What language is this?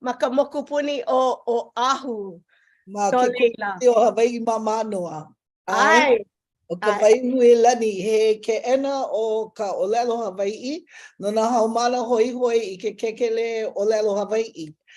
Hawaiian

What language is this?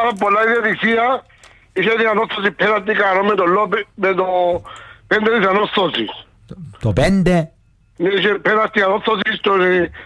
Greek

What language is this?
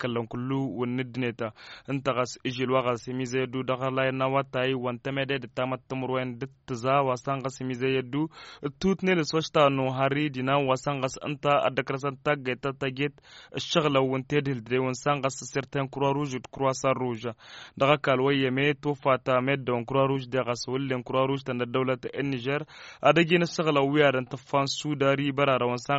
Tamasheq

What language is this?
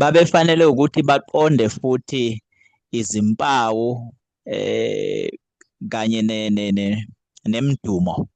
Zulu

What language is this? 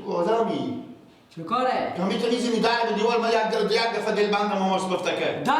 Persian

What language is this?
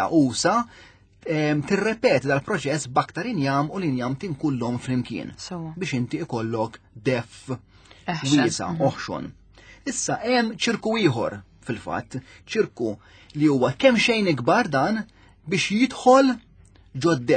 Maltese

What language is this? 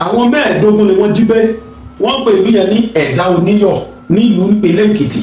Yoruba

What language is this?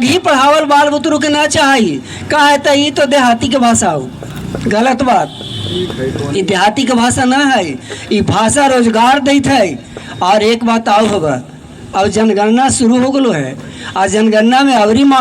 Magahi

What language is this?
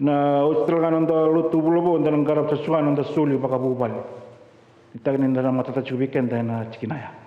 Fijian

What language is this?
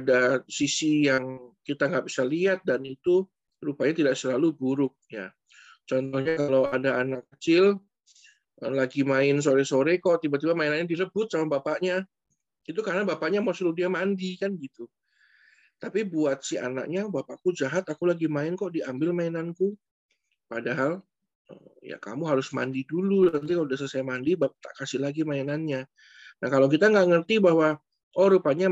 Indonesian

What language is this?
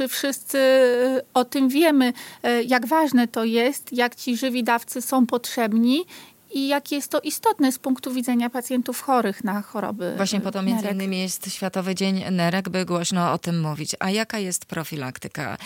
Polish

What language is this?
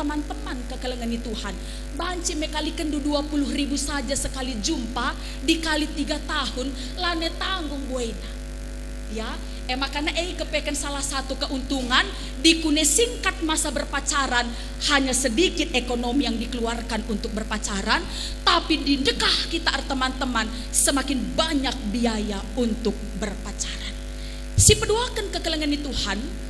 Batak Karo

